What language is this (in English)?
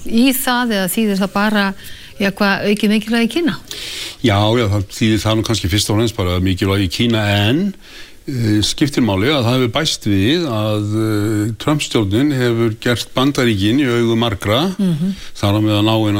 Icelandic